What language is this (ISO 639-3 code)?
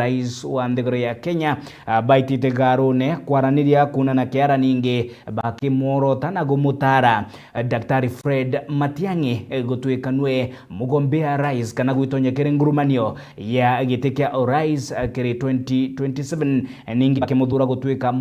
mer